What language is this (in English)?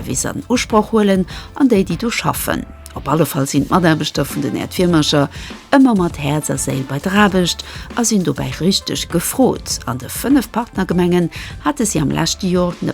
Luxembourgish